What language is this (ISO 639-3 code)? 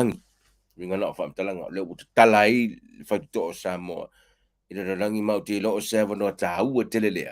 smo